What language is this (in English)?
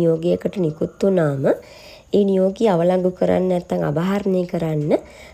Sinhala